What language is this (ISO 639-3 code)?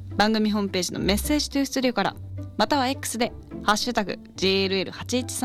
jpn